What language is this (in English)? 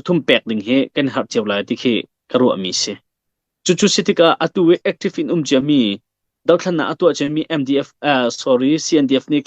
Hakha Chin